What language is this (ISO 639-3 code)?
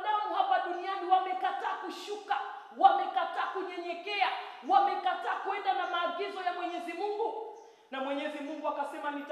swa